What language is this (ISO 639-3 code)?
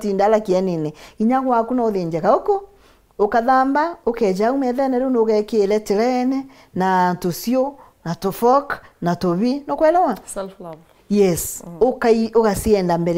mer